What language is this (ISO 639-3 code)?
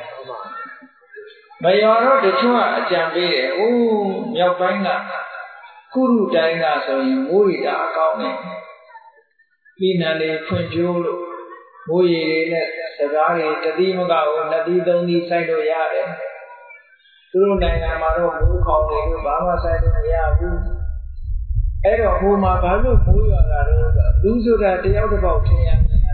mya